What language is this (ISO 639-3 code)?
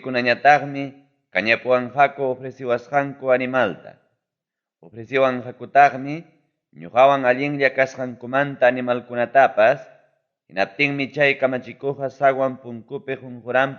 quy